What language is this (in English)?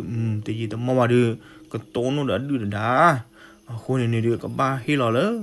S'gaw Karen